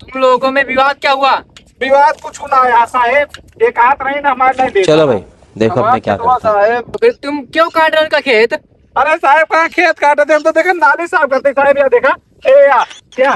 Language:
Awadhi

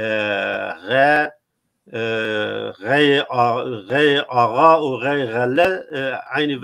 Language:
Zaza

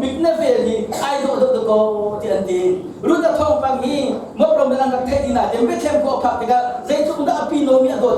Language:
Hakha Chin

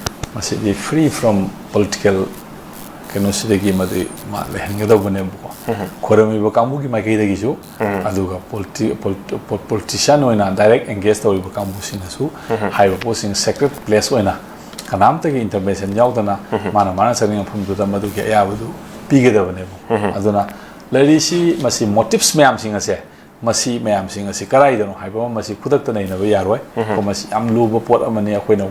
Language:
Manipuri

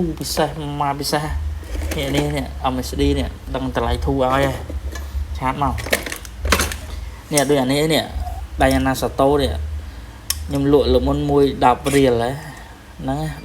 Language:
Khmer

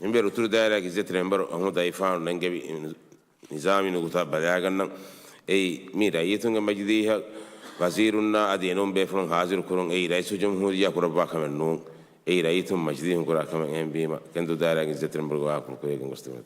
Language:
Divehi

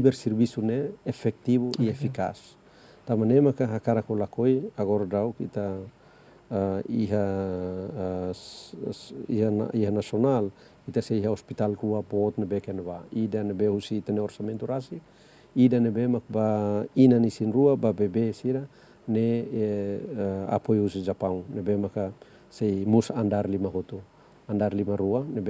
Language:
Tetum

